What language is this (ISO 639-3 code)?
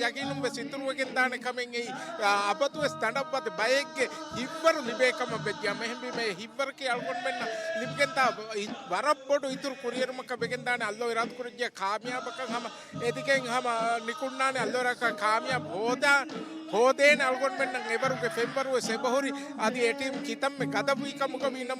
div